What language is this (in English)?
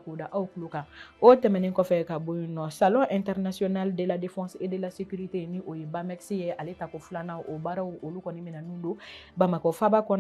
Bambara